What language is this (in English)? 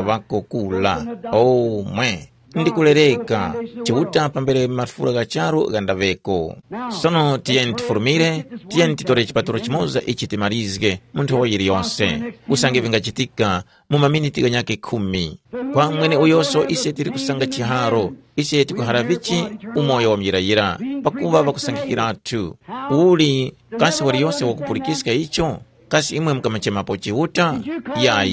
Tumbuka